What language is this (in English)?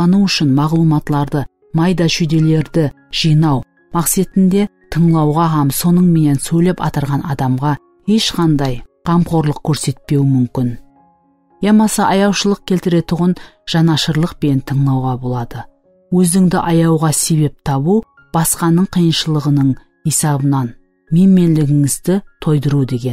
Kara-Kalpak